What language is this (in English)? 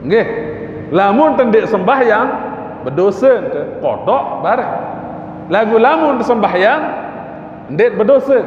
Sasak